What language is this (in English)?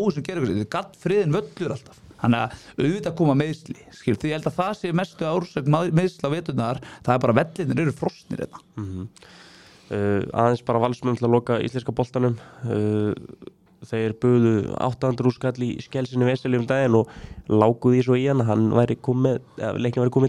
Icelandic